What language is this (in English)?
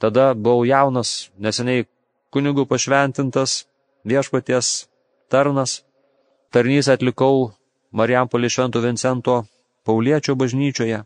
Lithuanian